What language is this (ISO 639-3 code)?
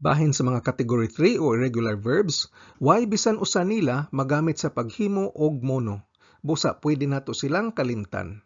ceb